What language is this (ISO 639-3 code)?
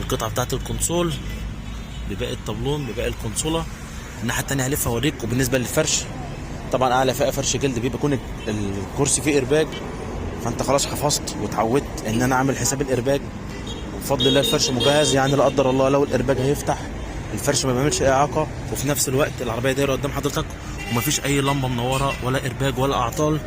arz